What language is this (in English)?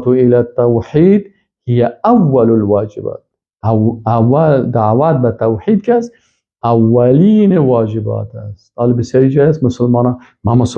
Persian